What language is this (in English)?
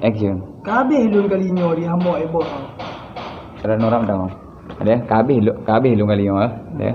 Achinese